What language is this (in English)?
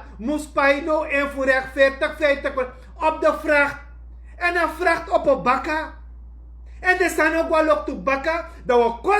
Sranan Tongo